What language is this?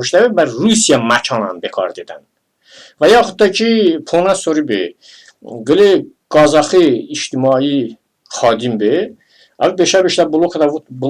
Talysh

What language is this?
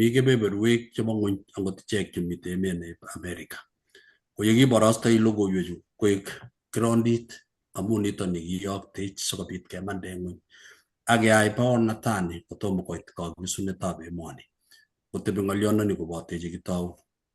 Kalenjin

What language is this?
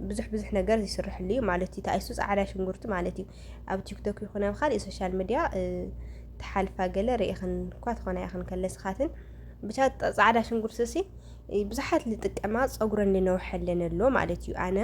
Tigrinya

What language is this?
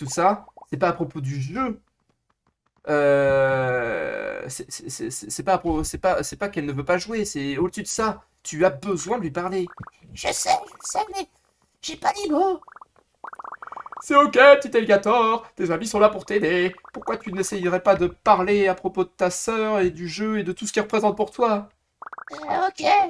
French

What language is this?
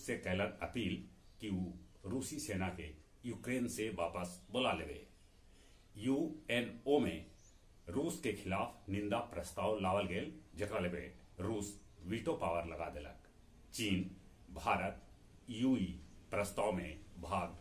Magahi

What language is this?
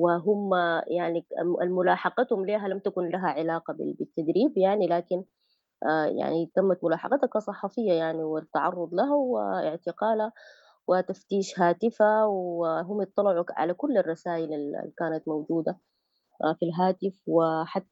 Sudanese Arabic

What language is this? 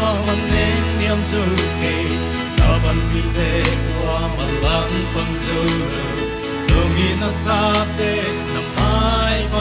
Paite Chin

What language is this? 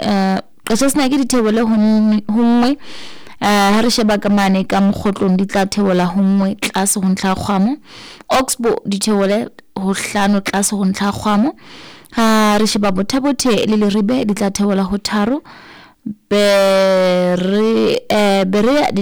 Southern Sotho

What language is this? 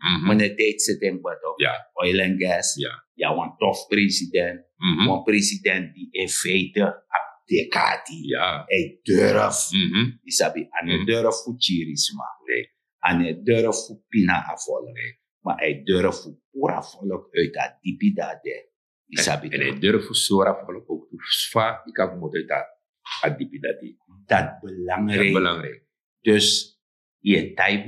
Sranan Tongo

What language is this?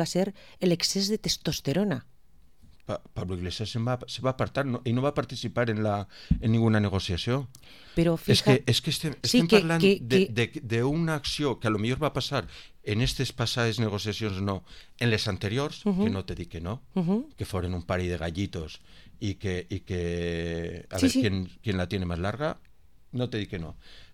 Catalan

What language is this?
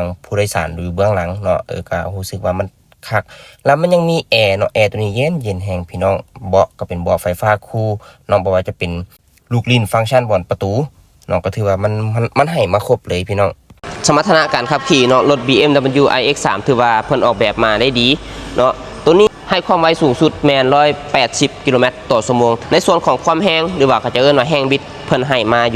Lao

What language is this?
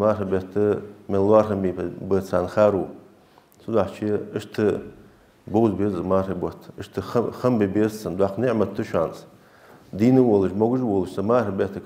Ingush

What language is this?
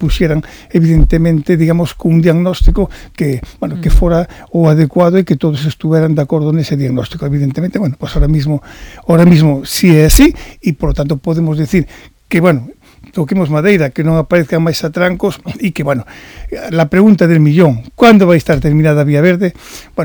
Galician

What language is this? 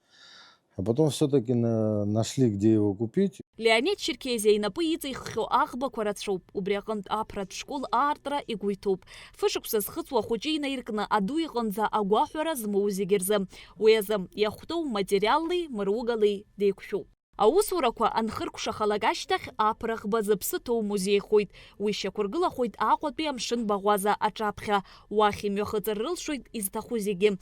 Abkhazian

